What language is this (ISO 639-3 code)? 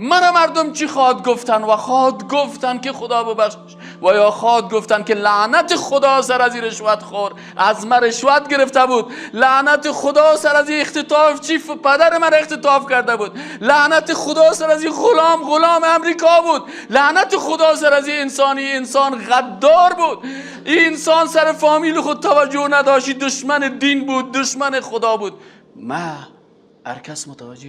fas